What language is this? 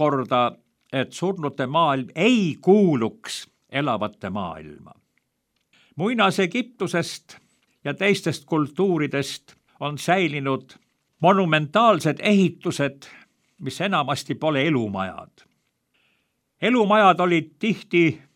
Estonian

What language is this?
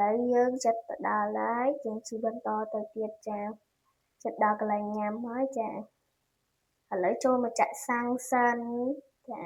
Khmer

